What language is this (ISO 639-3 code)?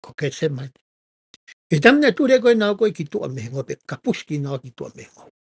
ton